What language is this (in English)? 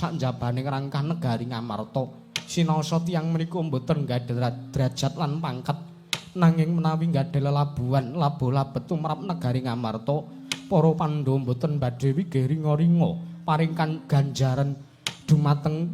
Javanese